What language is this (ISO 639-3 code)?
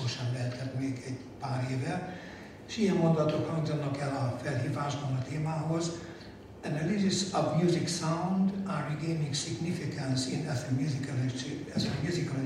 hun